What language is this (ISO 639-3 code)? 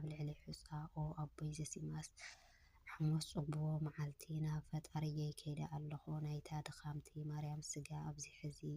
tir